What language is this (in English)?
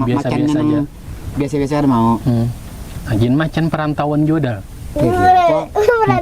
Banjar